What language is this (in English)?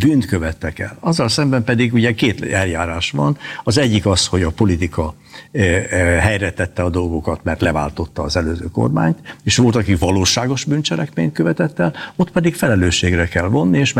Hungarian